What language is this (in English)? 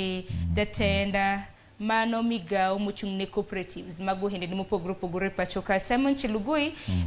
Luo (Kenya and Tanzania)